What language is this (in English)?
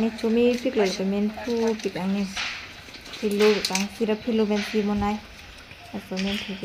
Karbi